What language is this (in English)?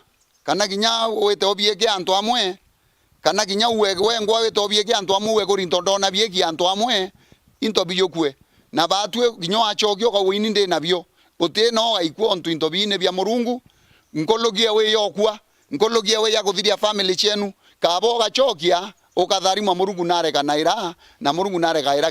Meru